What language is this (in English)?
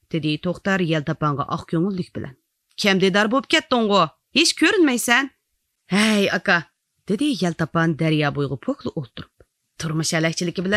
Uyghur